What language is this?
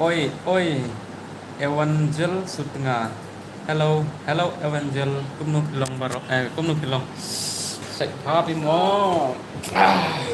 Khasi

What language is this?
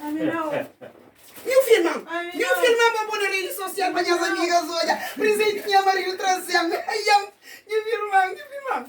Kabuverdianu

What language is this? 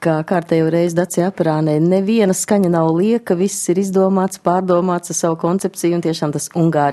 Latvian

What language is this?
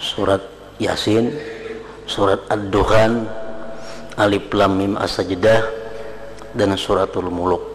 Banjar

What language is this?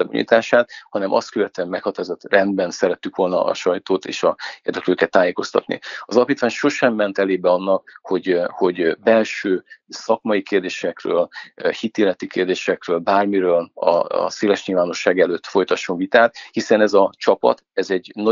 Hungarian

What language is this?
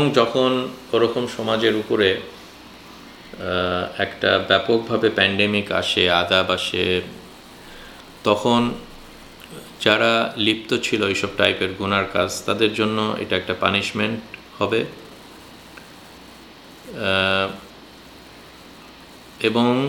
Bangla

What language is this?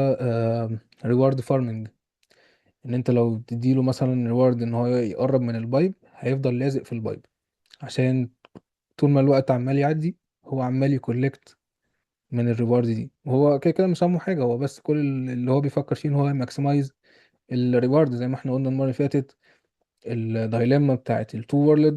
Egyptian Arabic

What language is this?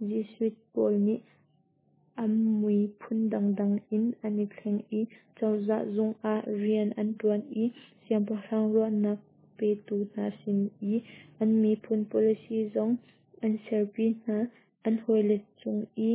Hakha Chin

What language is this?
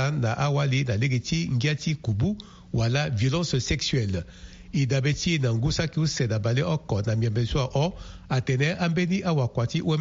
Sango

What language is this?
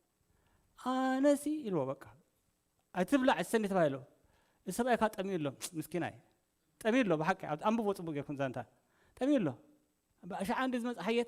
Tigrinya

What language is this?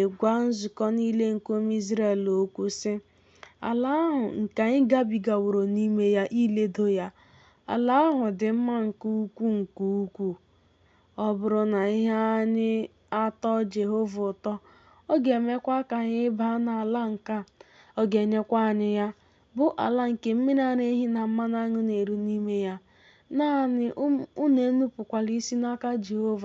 Igbo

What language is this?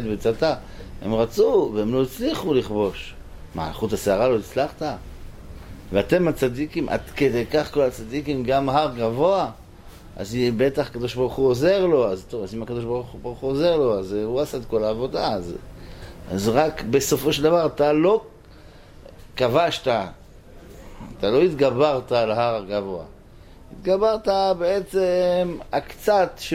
Hebrew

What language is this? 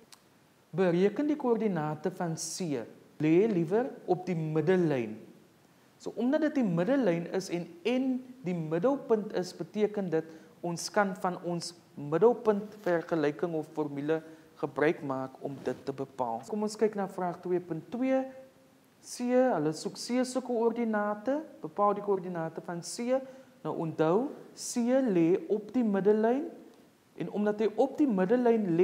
Afrikaans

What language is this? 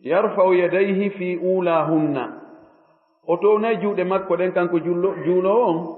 Fula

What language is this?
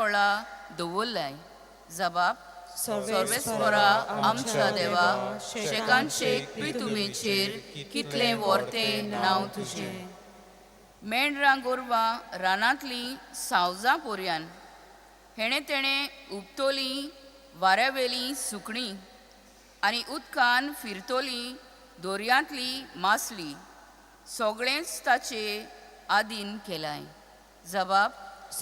Konkani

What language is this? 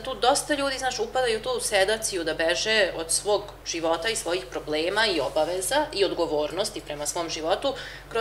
Serbian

